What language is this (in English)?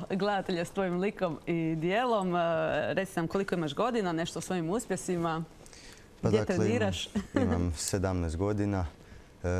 Croatian